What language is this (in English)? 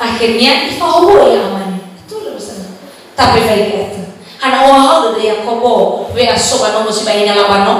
Nias